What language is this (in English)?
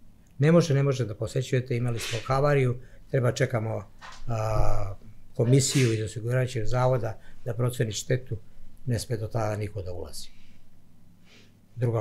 Serbian